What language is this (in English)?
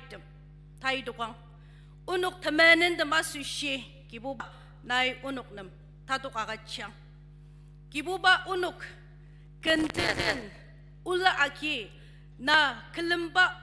Ao Naga